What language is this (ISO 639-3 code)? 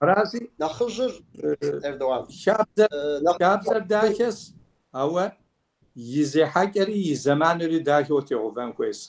kbd